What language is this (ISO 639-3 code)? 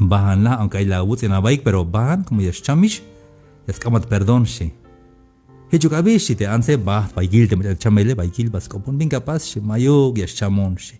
tzh